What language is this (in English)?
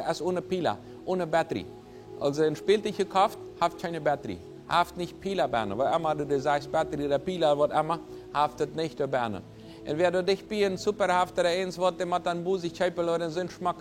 Plautdietsch